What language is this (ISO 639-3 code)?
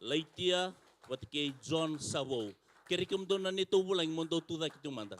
fij